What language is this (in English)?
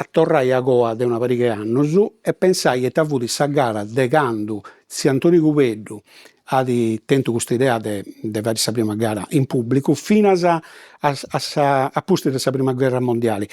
Sardinian